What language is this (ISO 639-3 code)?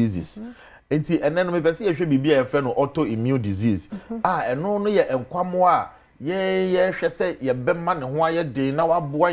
aka